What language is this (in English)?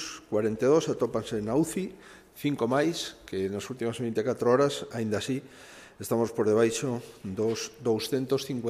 Galician